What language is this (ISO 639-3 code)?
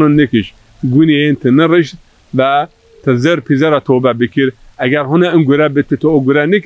zza